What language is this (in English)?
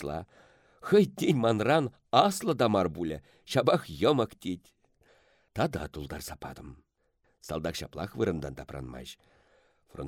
Chuvash